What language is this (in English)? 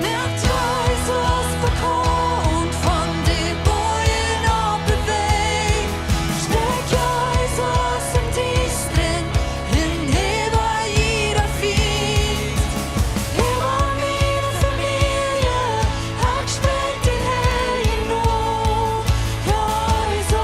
Plautdietsch